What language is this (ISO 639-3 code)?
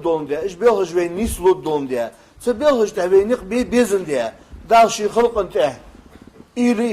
inh